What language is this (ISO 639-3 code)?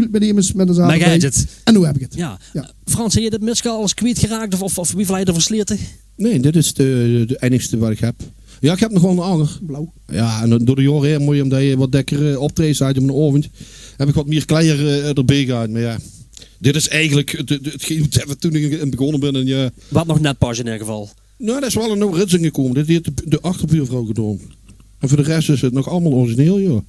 lim